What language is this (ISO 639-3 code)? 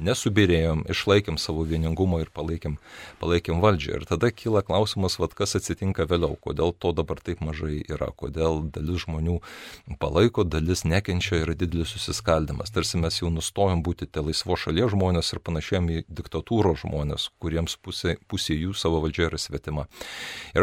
lit